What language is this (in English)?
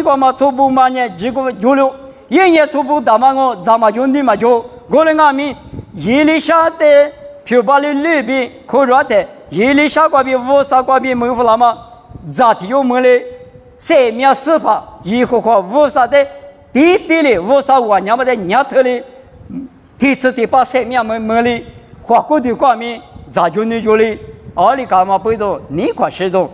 Lisu